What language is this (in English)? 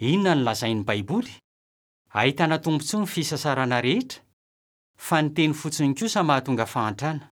Malagasy